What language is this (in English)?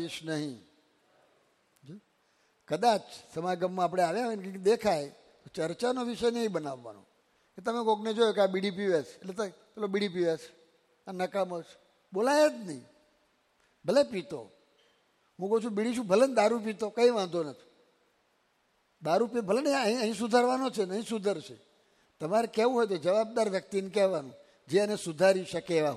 Gujarati